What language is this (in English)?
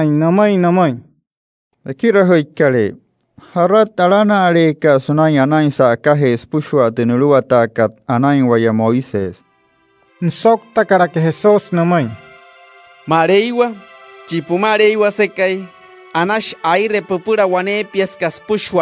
Wayuu